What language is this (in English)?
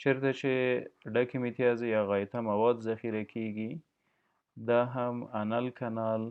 Pashto